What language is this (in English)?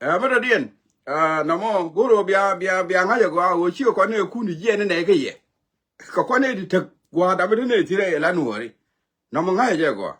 Nuer